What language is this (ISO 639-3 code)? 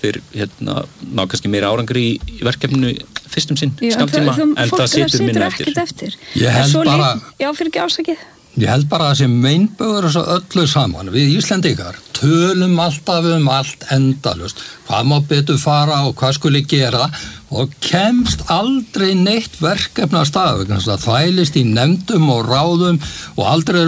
isl